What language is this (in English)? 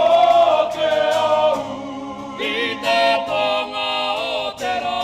Māori